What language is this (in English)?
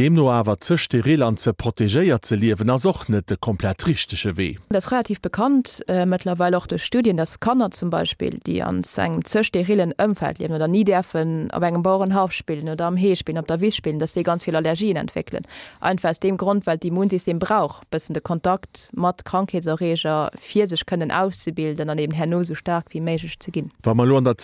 Luxembourgish